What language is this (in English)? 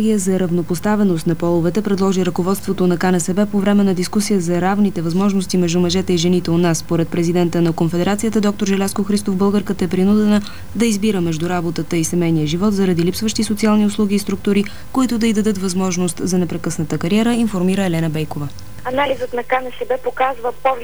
Bulgarian